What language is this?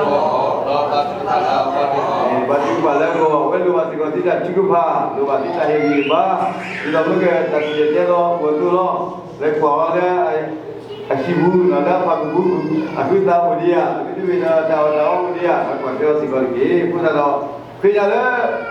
S'gaw Karen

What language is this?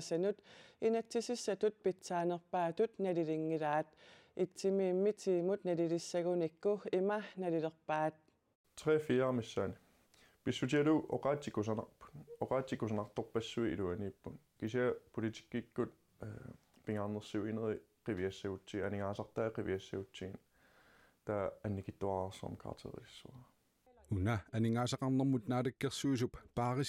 Kalaallisut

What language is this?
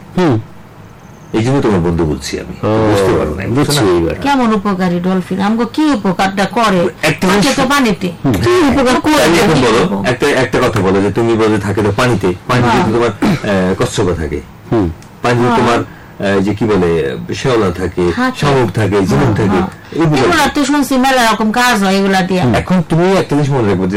Bangla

